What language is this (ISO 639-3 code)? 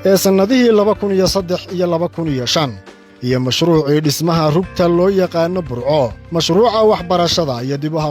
som